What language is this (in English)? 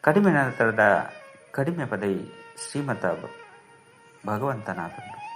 Tulu